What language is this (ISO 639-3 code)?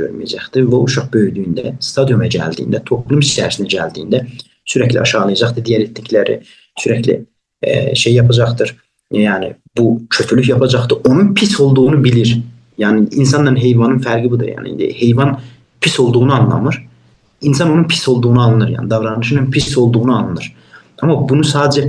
azb